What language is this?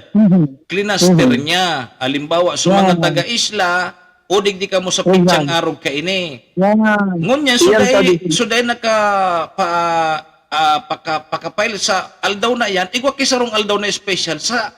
Bikol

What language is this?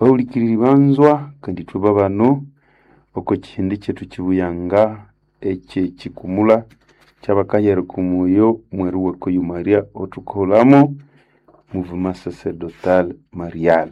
Nande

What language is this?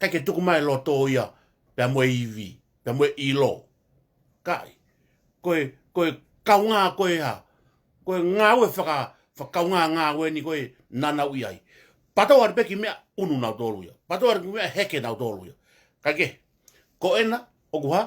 Tongan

